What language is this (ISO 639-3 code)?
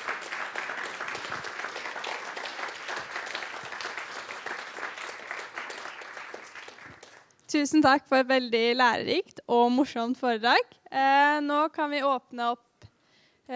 nor